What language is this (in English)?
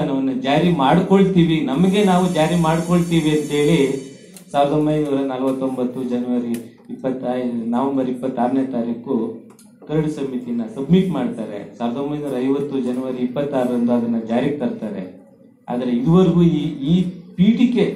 Kannada